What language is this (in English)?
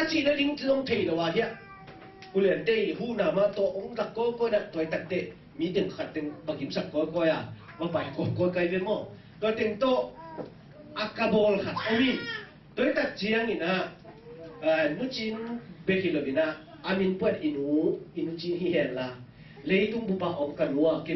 Tedim Chin